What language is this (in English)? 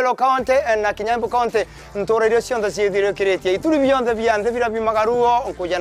Meru